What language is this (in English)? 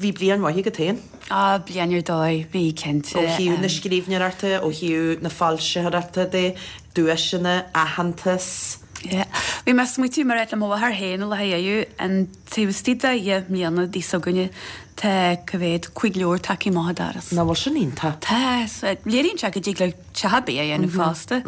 Irish